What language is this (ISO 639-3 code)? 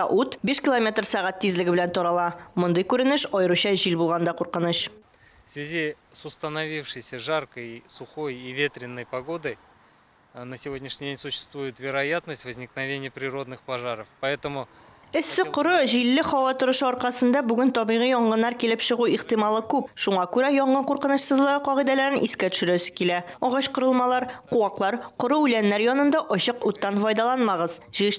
tat